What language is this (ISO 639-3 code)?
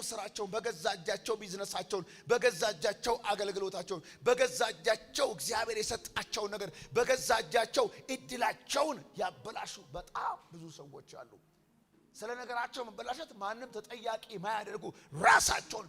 amh